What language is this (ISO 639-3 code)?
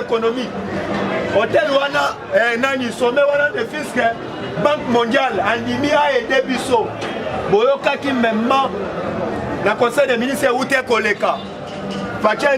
lin